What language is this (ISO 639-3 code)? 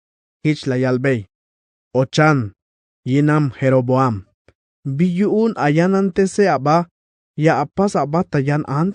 tzh